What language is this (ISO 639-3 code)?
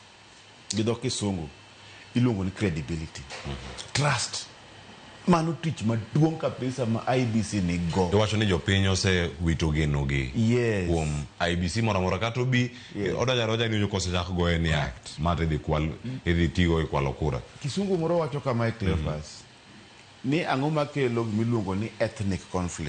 luo